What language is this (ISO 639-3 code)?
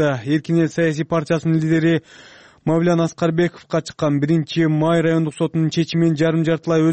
kir